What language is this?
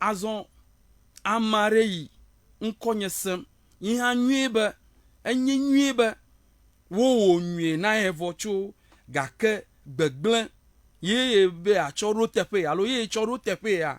Ewe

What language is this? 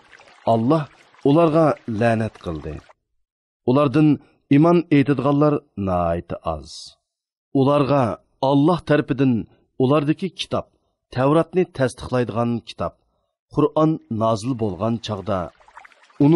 Uyghur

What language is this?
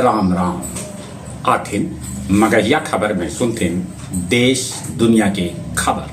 Magahi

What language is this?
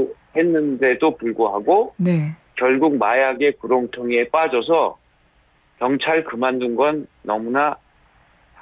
Korean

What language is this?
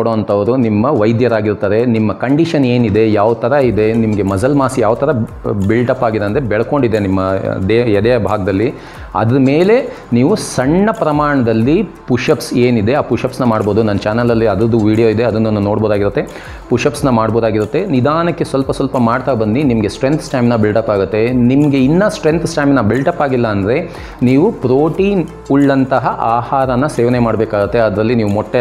Kannada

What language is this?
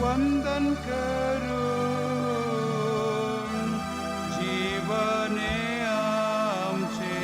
Konkani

